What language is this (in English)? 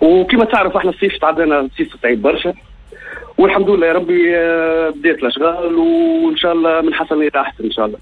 Tunisian Arabic